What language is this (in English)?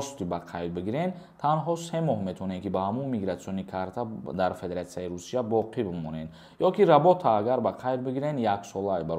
Tajik